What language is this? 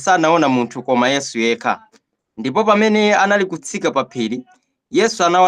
Nyanja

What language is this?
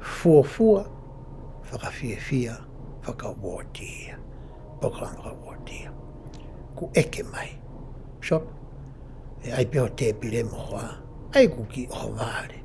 Tongan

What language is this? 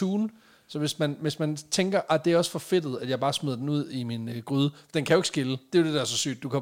Danish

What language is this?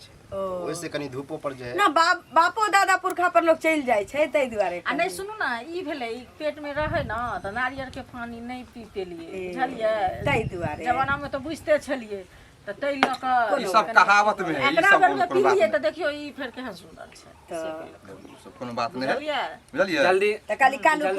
Maithili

